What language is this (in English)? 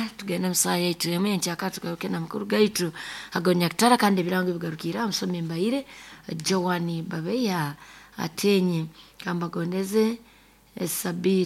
Nyoro